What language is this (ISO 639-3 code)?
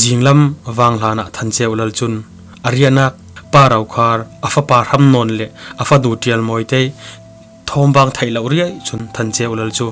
cfm